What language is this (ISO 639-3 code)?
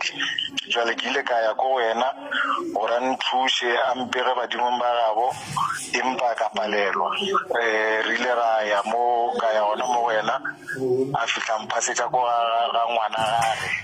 nso